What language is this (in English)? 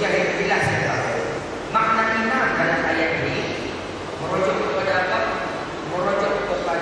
Malay